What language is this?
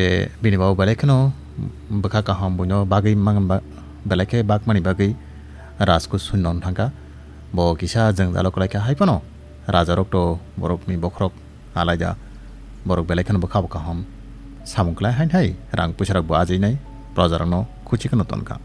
Kok Borok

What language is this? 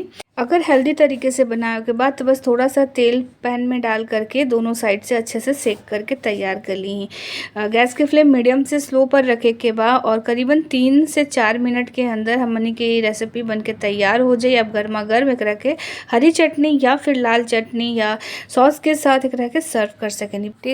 Bhojpuri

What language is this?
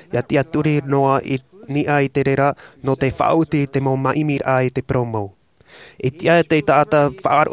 Tahitian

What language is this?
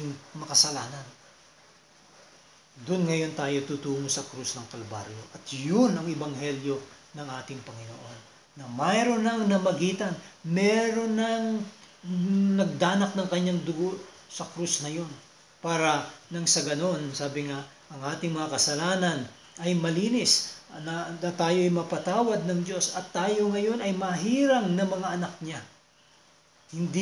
Filipino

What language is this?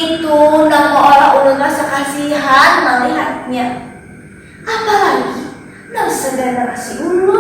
Banjar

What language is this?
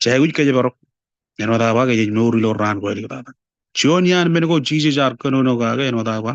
Marshallese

